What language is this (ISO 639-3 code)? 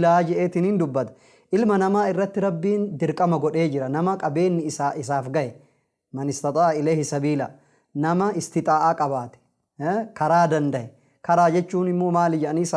orm